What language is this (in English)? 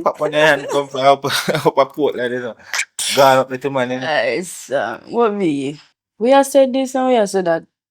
Jamaican Creole English